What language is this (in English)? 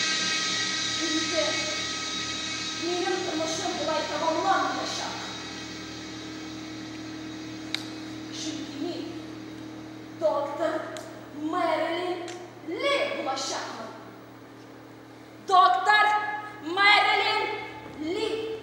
Tatar